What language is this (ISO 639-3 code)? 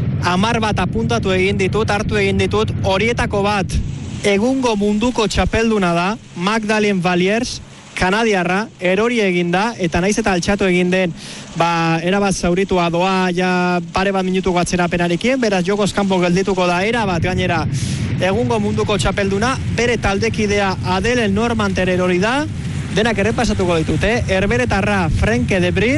eus